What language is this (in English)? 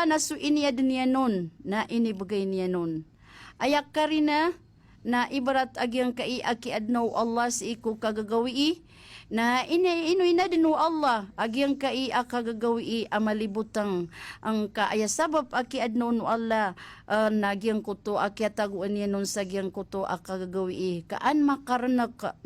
Maranao